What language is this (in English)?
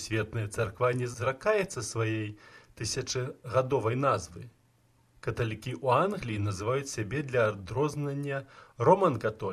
Belarusian